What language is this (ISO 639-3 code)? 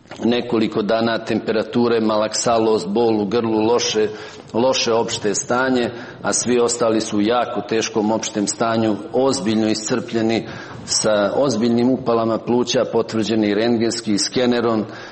srp